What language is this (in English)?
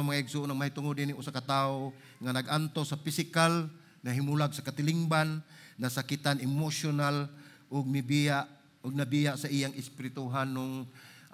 Cebuano